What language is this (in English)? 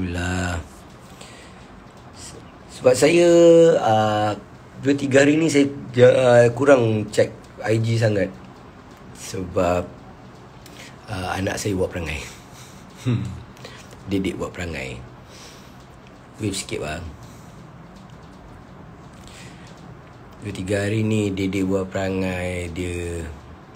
Malay